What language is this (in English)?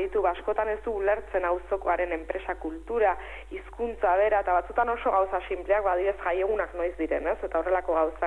Basque